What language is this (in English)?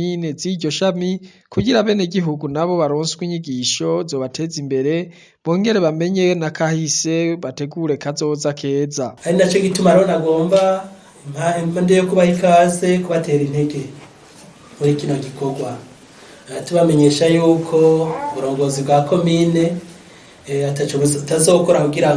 Rundi